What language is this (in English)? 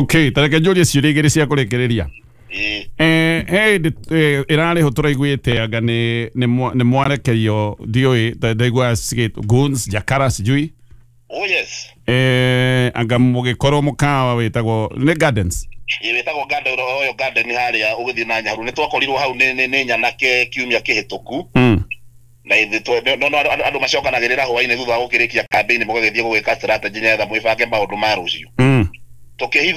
Kikuyu